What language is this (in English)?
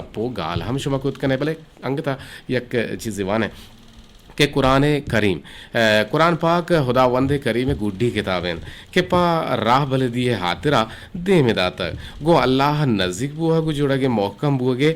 Eastern Balochi